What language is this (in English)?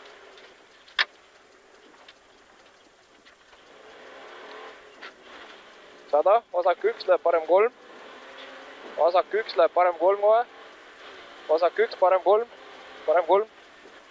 Estonian